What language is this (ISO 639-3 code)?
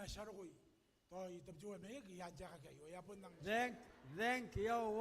gil